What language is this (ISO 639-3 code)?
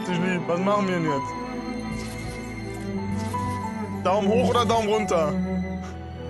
deu